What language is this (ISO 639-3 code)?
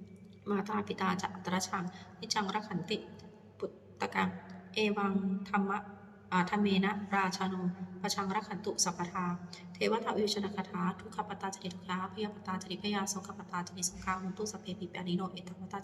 pli